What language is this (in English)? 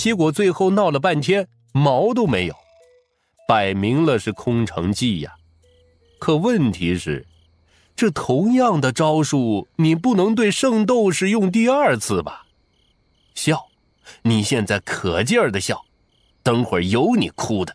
Chinese